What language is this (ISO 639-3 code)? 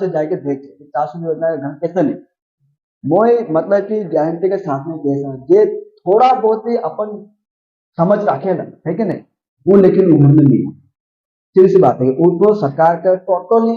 sck